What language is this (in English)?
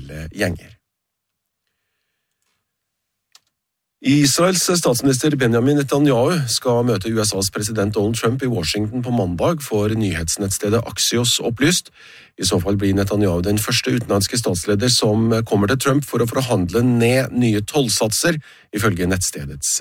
Norwegian